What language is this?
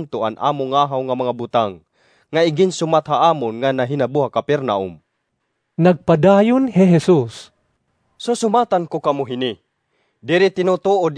Waray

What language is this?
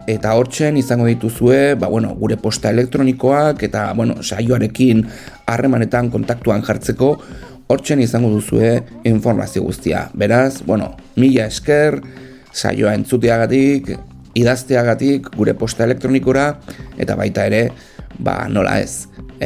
Basque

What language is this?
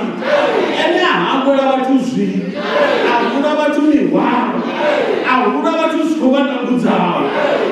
Venda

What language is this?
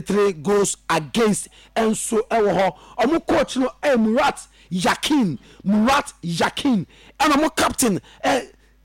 Akan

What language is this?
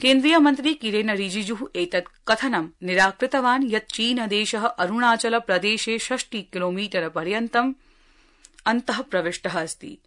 Sanskrit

